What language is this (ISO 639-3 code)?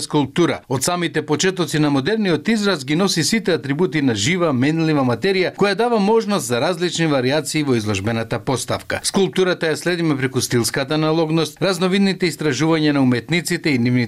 mkd